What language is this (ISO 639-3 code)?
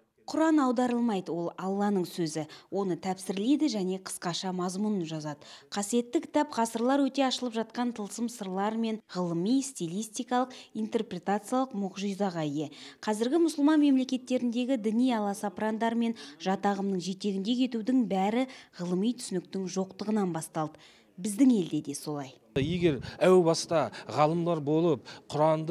kaz